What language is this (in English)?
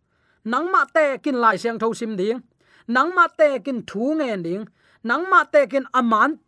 Tedim Chin